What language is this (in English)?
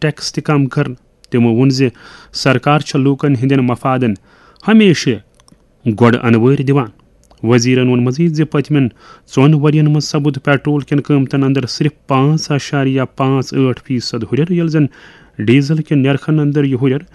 Kashmiri